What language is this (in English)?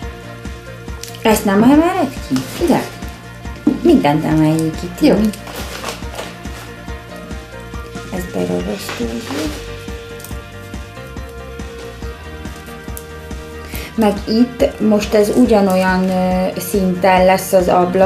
Hungarian